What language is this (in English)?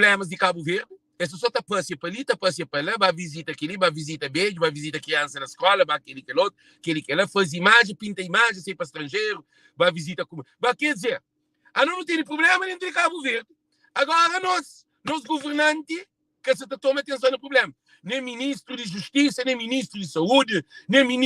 Kabuverdianu